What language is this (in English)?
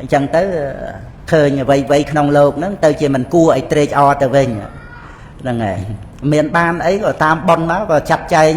Khmer